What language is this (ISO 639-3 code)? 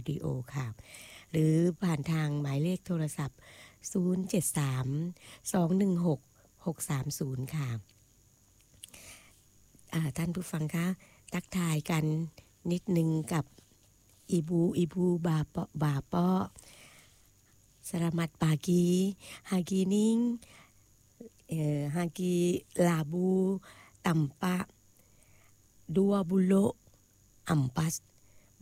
tha